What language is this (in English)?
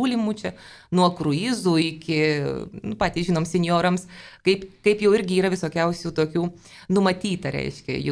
Lithuanian